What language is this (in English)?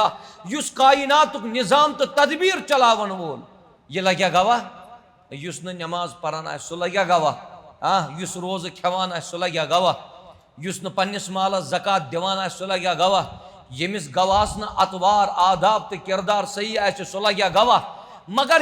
Kashmiri